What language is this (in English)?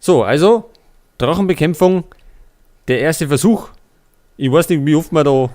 Bavarian